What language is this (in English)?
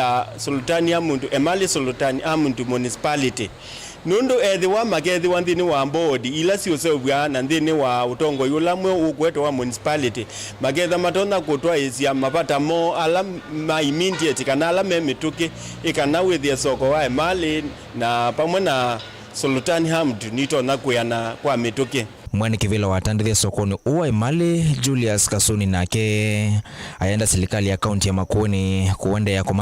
Kamba